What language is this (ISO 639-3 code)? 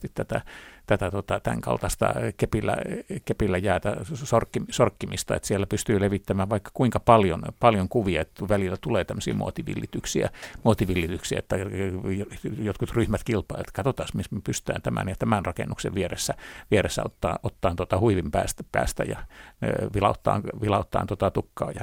fin